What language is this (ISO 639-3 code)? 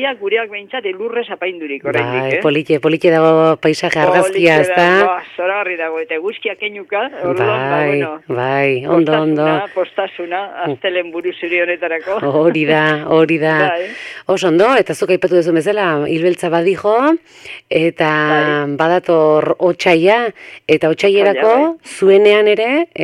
eus